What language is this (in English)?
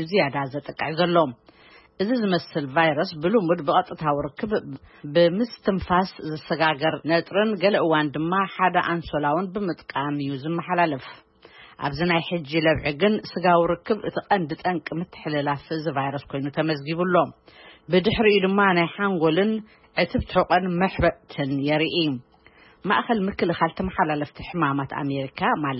Tigrinya